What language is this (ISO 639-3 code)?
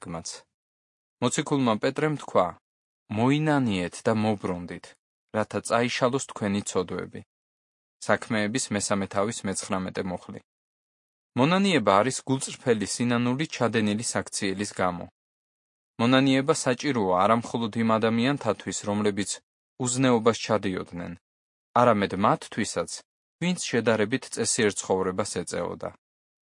kat